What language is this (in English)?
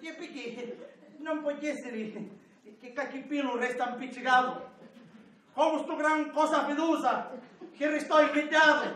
Sicilian